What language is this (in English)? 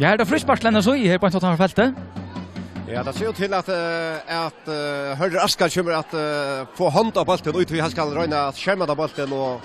Faroese